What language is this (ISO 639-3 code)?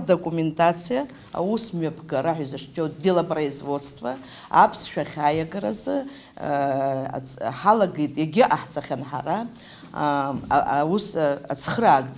abk